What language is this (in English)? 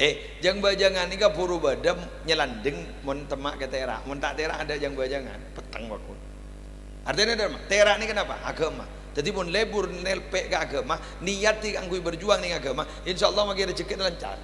Madurese